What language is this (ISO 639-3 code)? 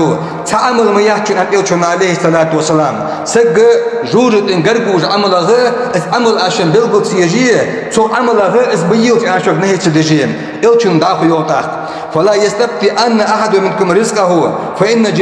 inh